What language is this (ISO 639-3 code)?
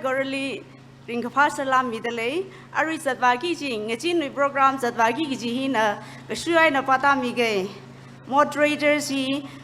nmf